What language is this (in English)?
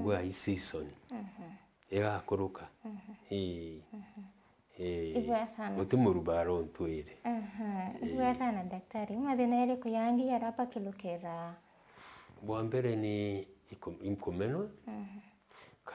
Meru